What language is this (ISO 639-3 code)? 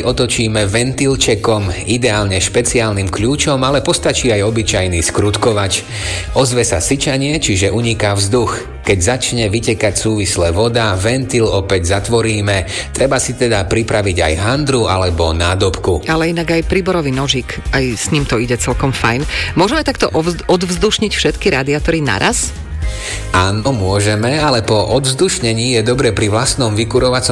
slk